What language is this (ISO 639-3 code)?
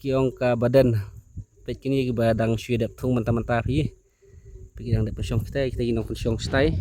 kha